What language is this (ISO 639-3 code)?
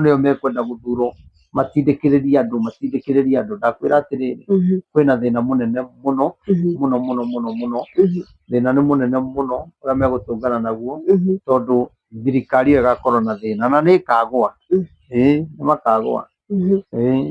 kik